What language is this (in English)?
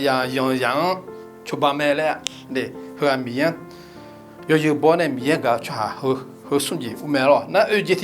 Akha